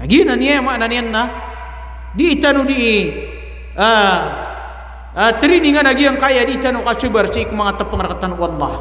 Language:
Maranao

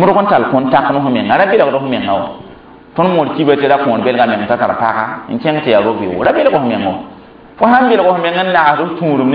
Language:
Mossi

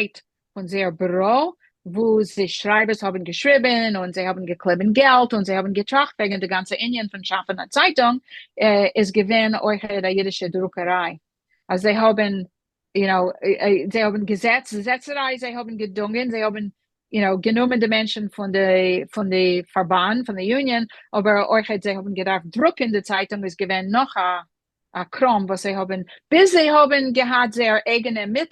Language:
Yiddish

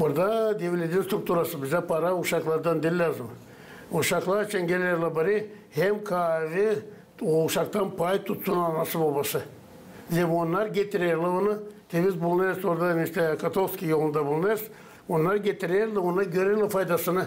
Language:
Gagauz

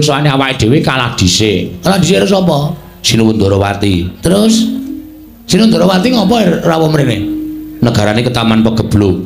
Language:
Javanese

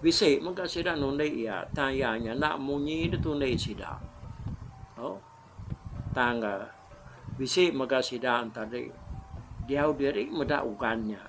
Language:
Iban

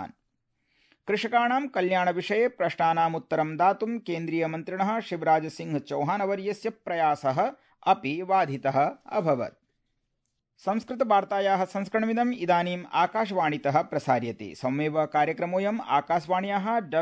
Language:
Sanskrit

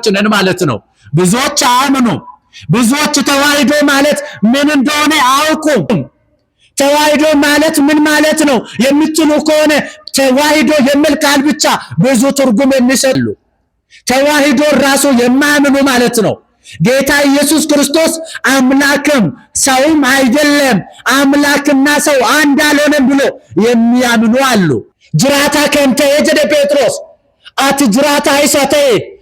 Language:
Amharic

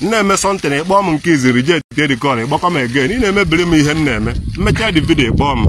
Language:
Igbo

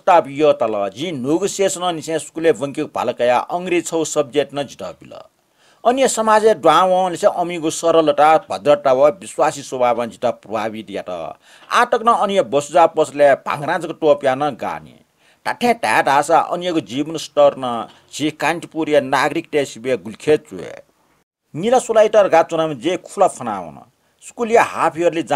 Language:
Newari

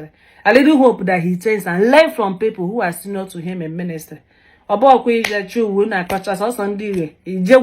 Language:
Igbo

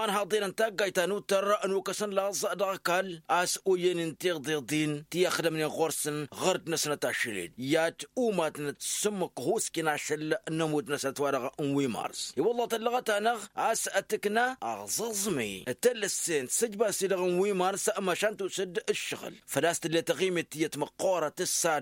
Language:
Tamasheq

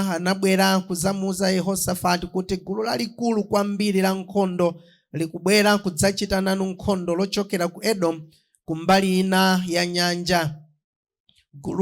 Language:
Nyanja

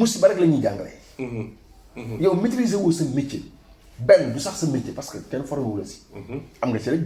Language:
Wolof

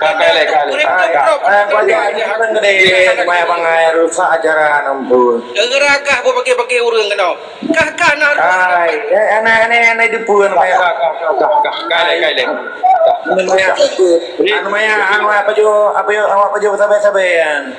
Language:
Achinese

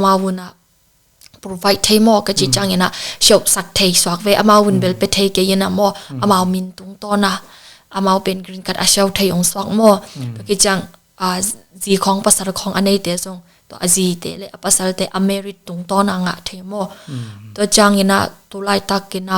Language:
Tedim Chin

